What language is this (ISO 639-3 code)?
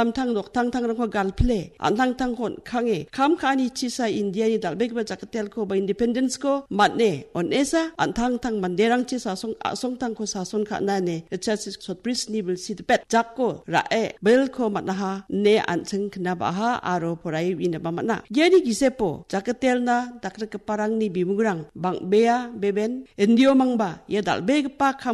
grt